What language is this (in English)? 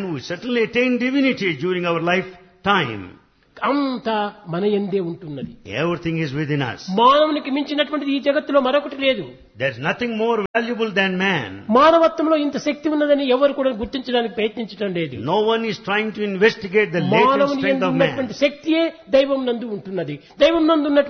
Telugu